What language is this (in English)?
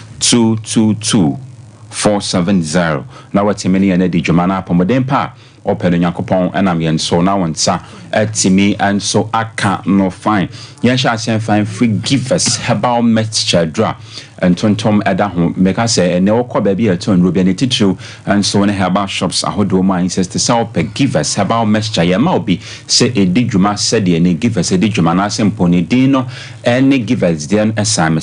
Akan